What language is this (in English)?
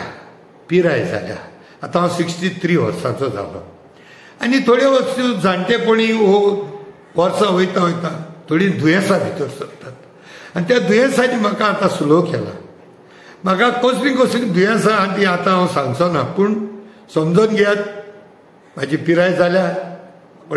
Konkani